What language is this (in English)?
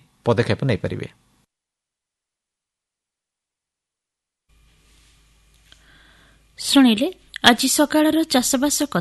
Odia